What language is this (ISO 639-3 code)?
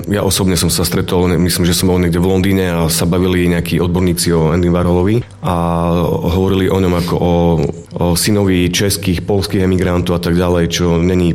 slk